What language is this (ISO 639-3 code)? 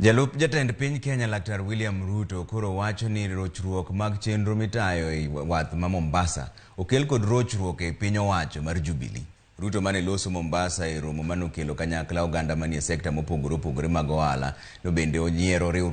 luo